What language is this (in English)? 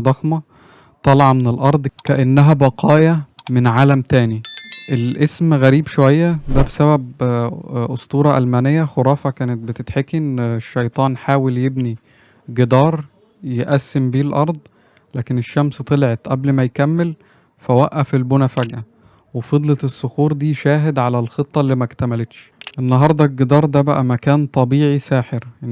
Egyptian Arabic